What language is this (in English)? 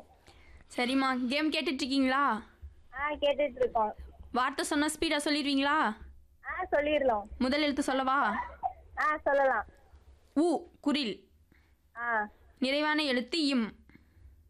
Tamil